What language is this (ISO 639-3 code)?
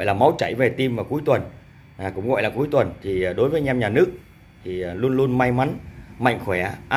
vie